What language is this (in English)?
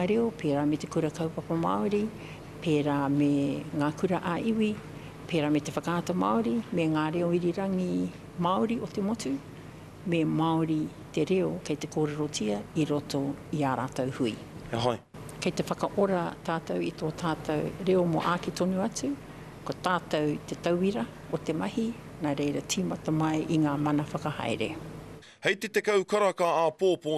Māori